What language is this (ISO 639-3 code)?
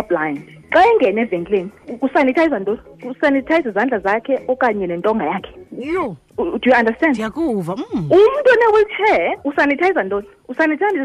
xho